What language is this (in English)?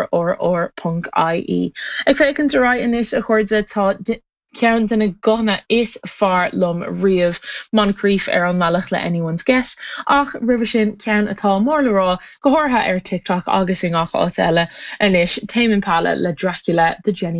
Irish